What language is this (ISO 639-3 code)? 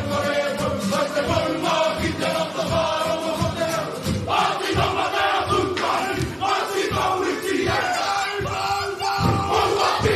mri